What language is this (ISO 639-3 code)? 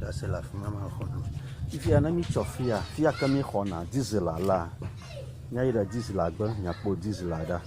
ewe